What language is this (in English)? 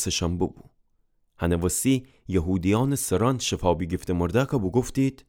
Gilaki